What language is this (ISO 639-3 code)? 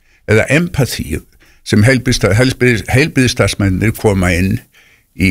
isl